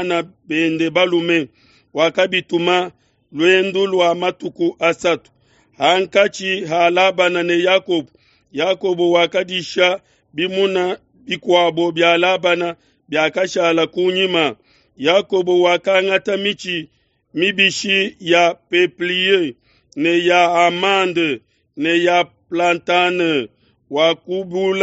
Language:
Luba-Lulua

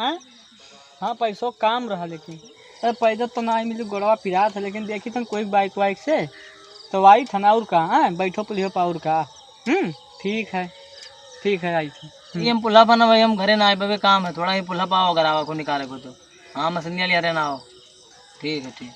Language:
Awadhi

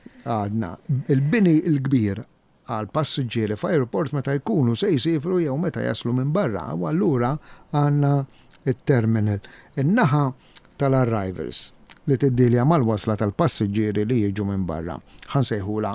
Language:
Maltese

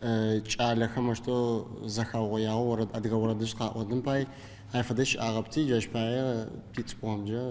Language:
Adyghe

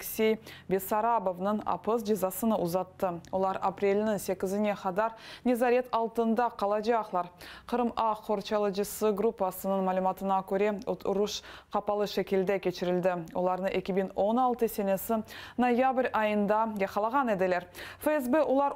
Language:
Crimean Tatar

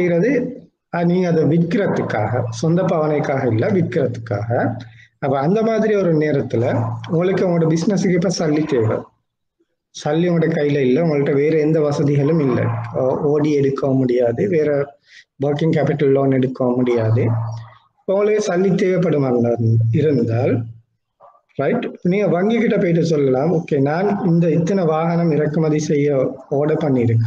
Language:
Tamil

